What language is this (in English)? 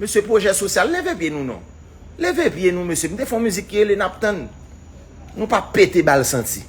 Haitian Creole